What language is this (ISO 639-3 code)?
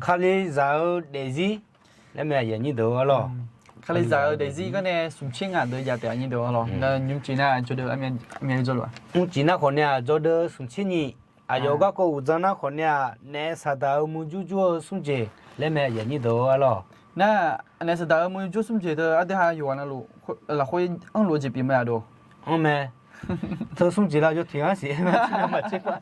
ahk